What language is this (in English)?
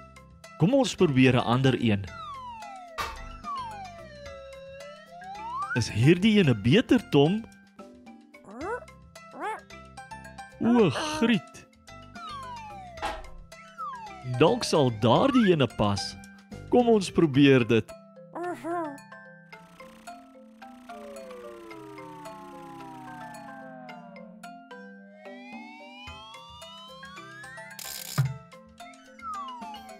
Afrikaans